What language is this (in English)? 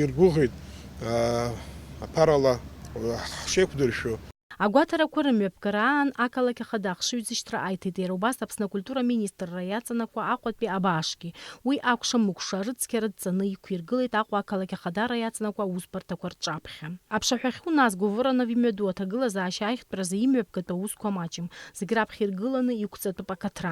Abkhazian